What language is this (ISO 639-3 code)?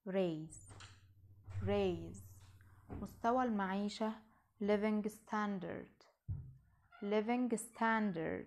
arz